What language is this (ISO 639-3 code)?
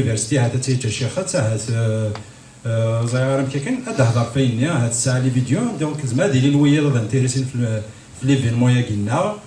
kab